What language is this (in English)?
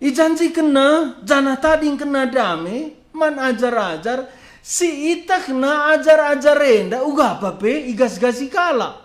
Batak Karo